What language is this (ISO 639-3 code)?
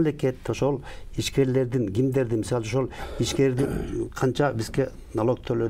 kir